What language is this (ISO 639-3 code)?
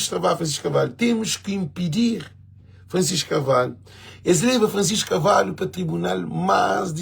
kea